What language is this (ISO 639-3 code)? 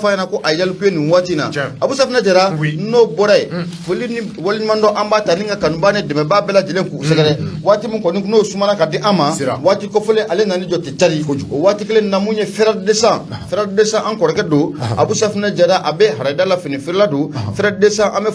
bam